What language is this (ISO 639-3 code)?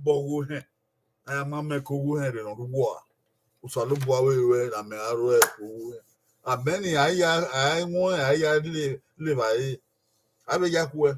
bin